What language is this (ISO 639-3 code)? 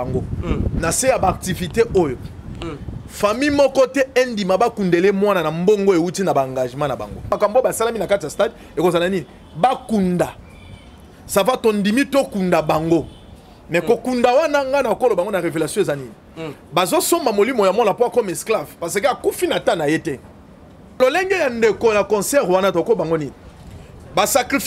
lin